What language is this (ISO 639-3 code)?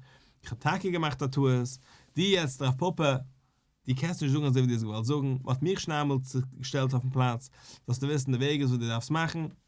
yid